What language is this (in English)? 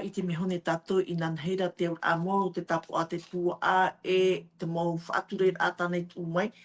Tahitian